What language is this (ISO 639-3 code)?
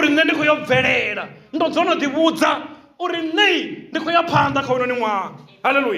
ven